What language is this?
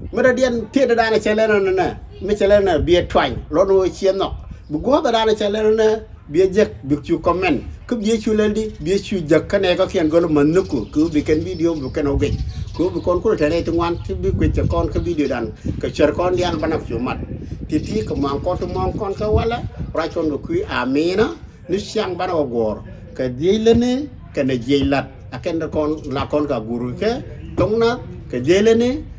Nuer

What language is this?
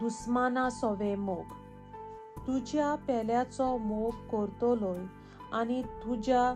Konkani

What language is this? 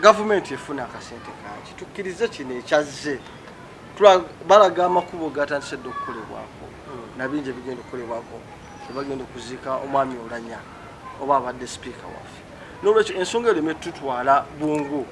Ganda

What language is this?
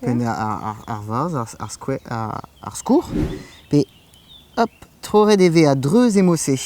Breton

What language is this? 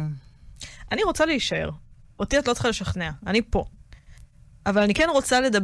Hebrew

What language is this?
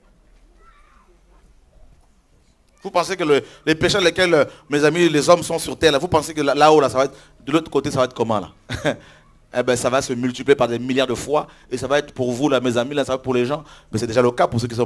French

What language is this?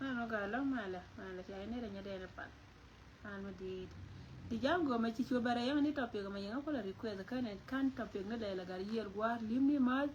Nuer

